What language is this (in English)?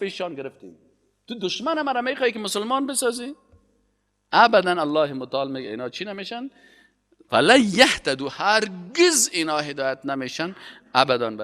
Persian